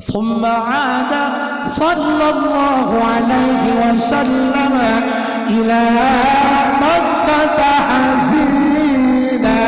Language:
Sundanese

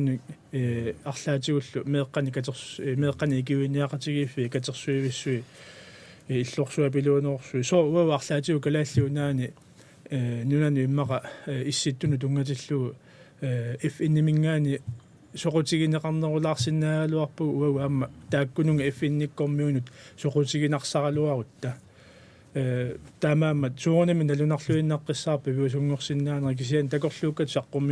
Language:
Kalaallisut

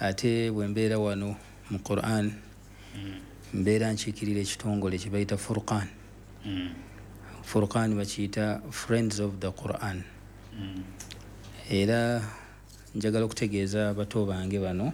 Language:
Ganda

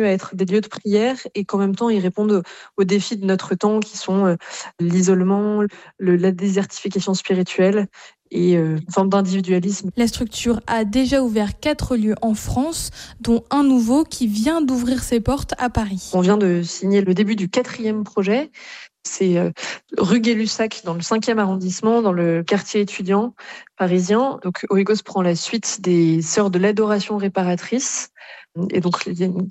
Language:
French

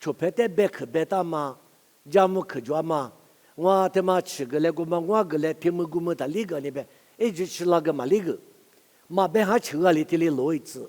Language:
Lisu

